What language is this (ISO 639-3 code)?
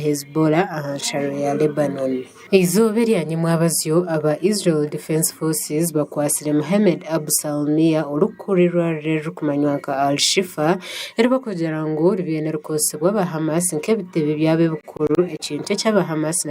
nyn